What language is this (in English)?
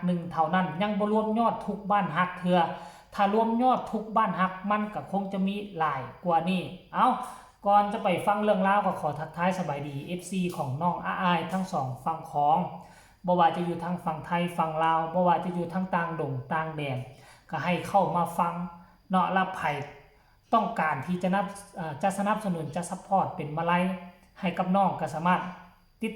Northeastern Thai